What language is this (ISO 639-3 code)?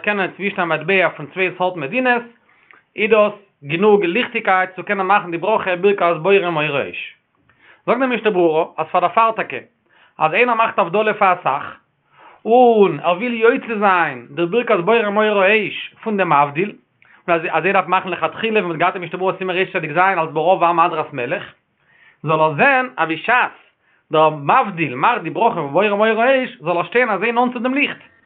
yid